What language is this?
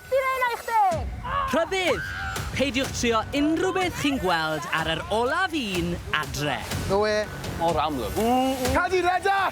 Welsh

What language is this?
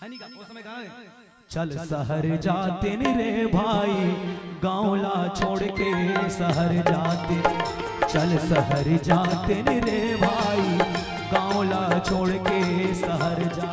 Chhattisgarhi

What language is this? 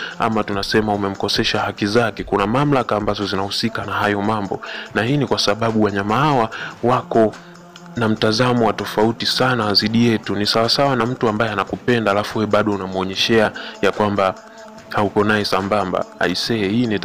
Swahili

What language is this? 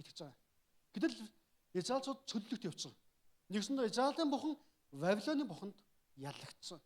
Mongolian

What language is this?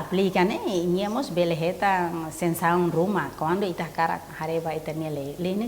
Tetum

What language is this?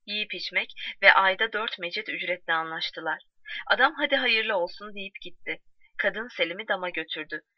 Turkish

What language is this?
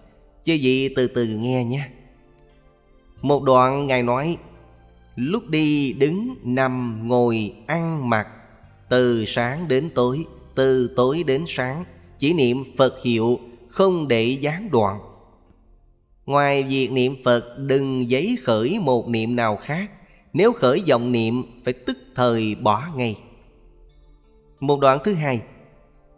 Vietnamese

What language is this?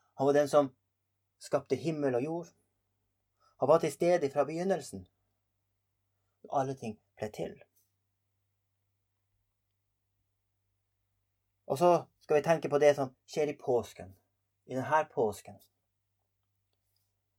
Norwegian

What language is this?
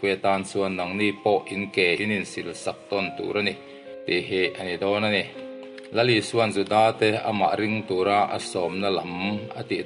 Mizo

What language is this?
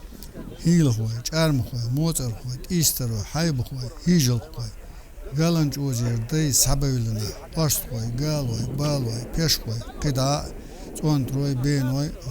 Chechen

